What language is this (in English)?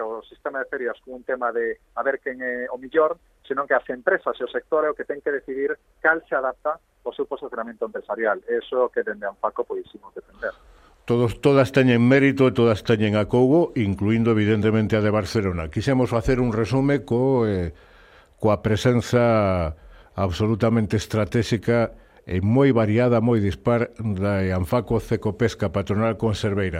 Galician